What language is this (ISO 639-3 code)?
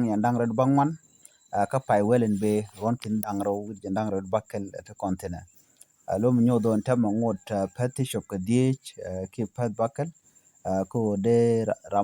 nus